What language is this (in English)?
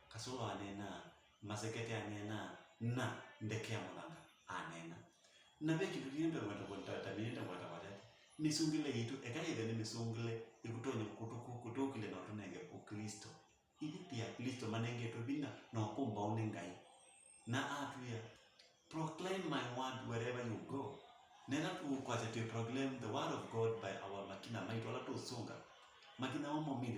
Kamba